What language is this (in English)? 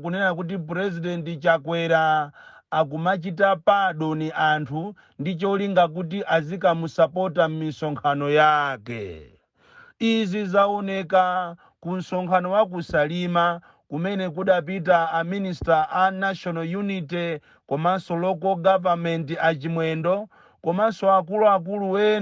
Nyanja